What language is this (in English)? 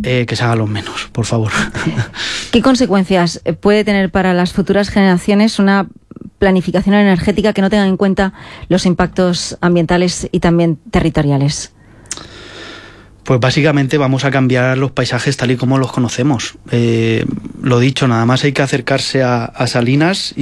Spanish